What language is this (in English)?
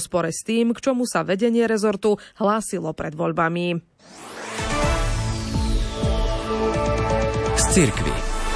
Slovak